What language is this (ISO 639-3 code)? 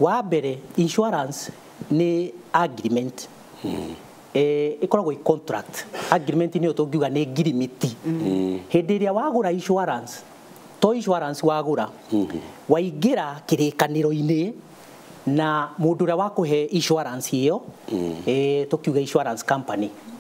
kik